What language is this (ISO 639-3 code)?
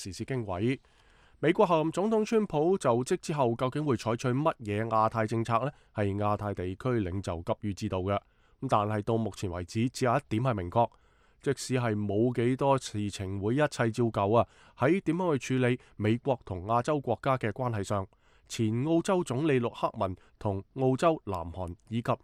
yue